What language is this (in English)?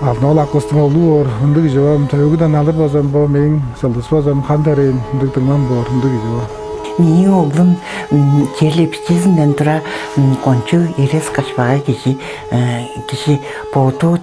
Tuvinian